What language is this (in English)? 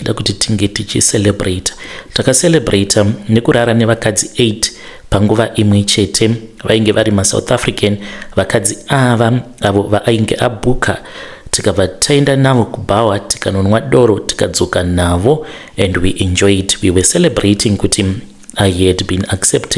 Shona